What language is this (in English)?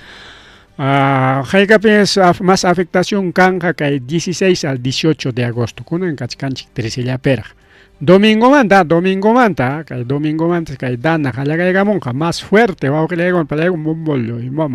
Ayacucho Quechua